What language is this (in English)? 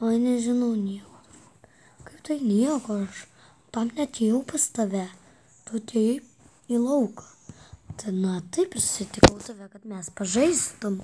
Lithuanian